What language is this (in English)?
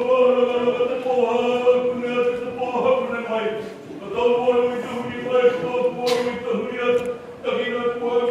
Māori